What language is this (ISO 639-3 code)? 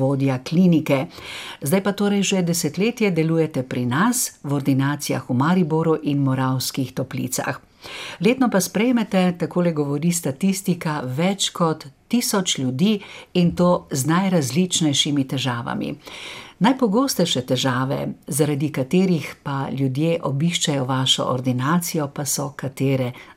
slv